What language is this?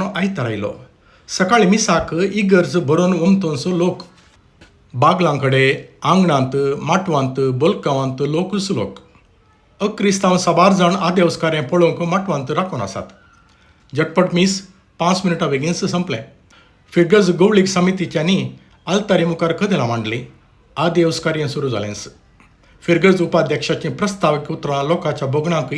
Konkani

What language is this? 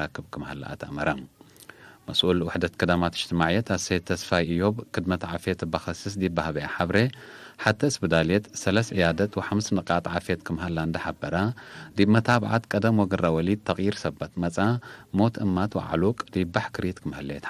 Tigre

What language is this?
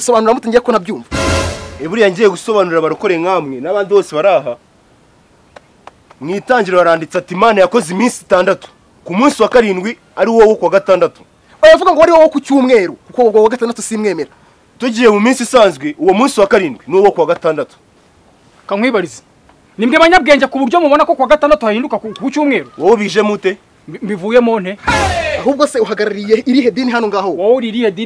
Kinyarwanda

